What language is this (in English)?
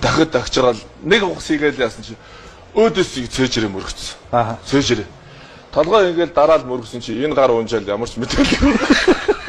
Mongolian